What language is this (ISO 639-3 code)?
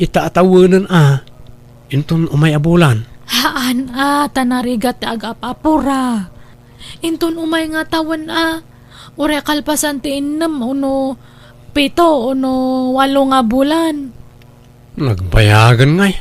ilo